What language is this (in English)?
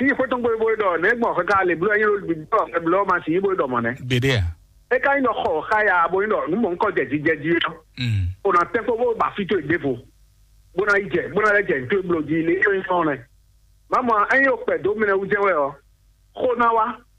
Fon